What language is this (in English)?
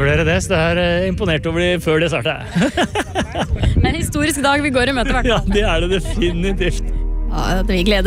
Norwegian